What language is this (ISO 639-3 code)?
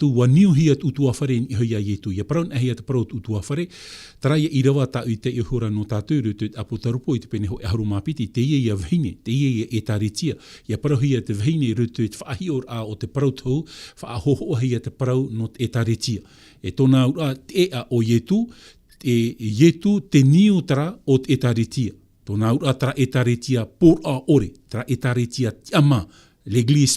tah